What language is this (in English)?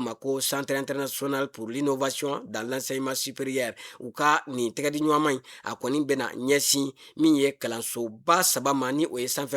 Bambara